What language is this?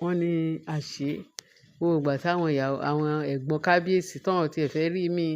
Yoruba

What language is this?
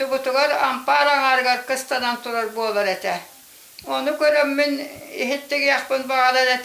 Yakut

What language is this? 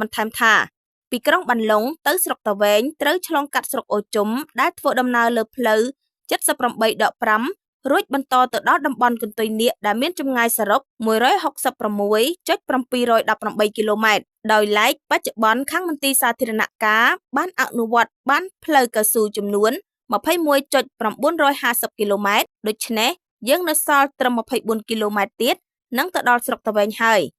Khmer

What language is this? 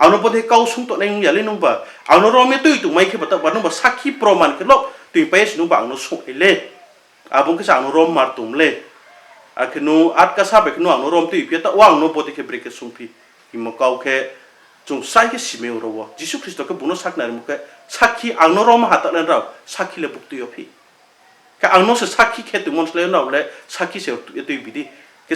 Riang (India)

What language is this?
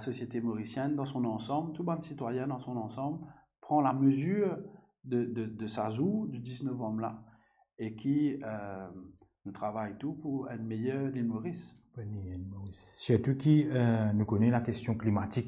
Morisyen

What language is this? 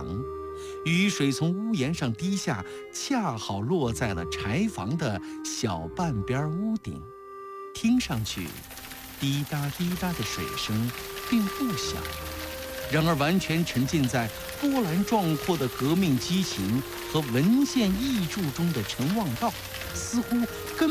Chinese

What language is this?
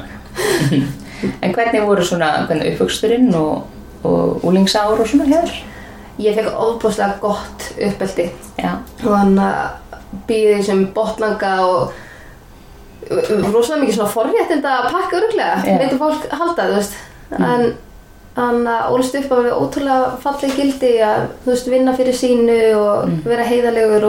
Icelandic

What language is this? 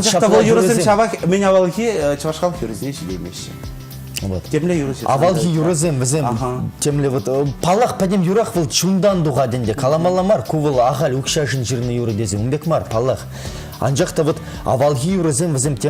Chuvash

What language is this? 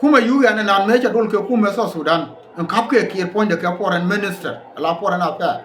Nuer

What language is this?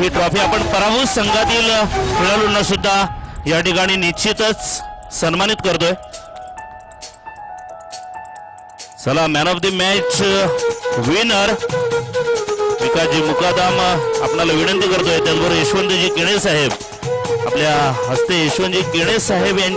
Marathi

